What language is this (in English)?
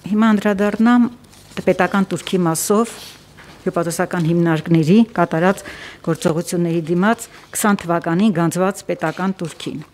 Armenian